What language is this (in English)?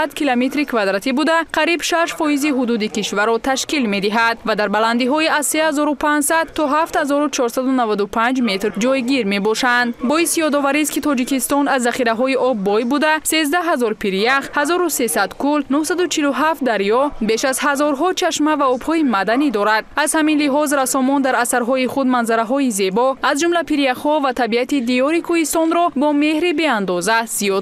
Tajik